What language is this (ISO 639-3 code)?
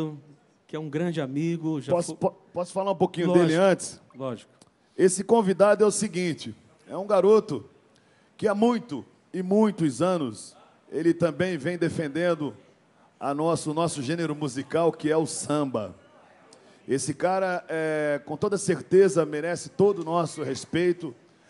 por